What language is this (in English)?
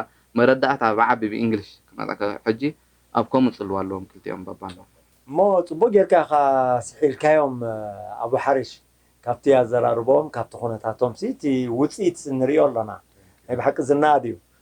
Tigrinya